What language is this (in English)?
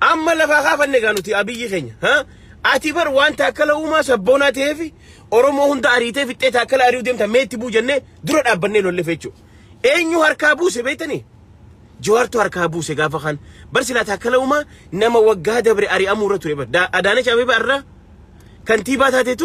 Oromo